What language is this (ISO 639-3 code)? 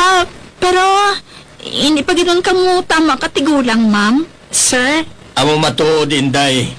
hil